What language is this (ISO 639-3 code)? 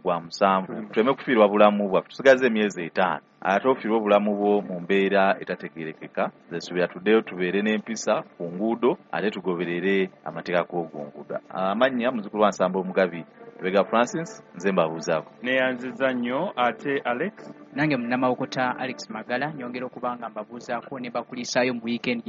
lug